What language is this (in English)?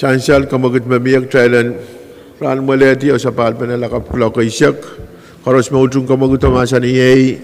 Pohnpeian